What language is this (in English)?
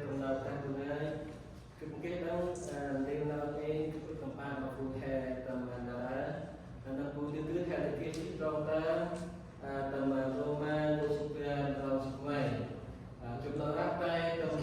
Central Mnong